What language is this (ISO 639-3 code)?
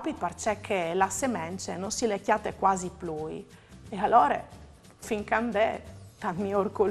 fur